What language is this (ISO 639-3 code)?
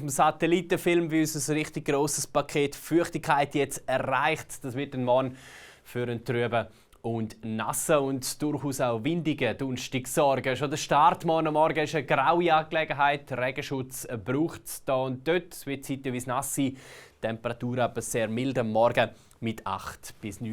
gsw